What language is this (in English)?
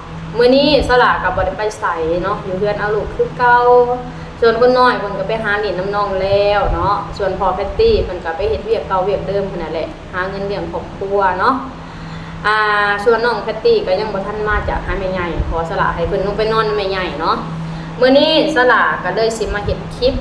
Lao